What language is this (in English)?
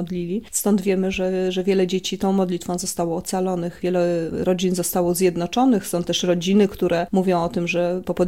Polish